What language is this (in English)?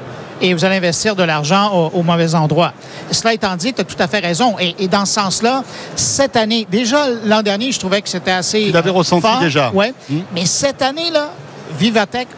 French